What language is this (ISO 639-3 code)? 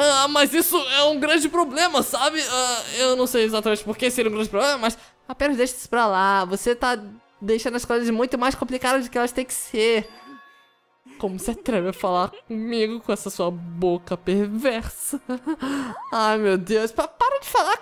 por